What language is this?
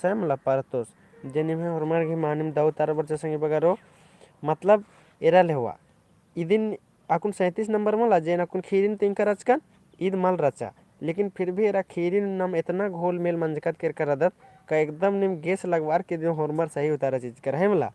Kurukh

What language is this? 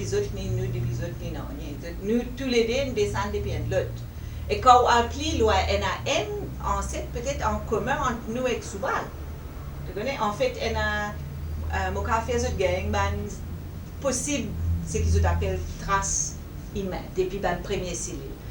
Morisyen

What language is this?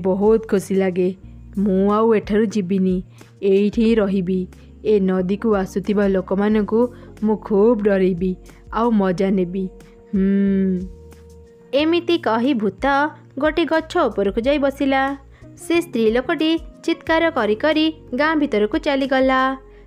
Odia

